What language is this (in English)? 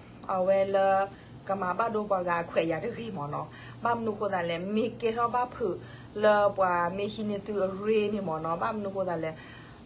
S'gaw Karen